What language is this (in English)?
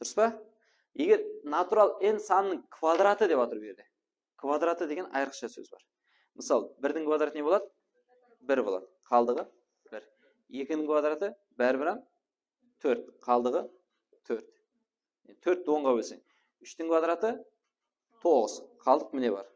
Kara-Kalpak